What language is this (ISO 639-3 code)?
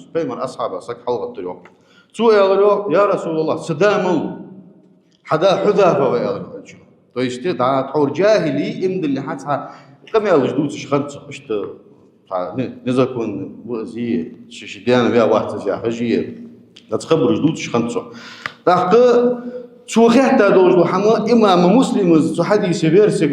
inh